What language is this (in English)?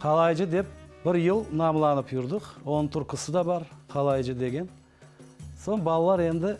Crimean Tatar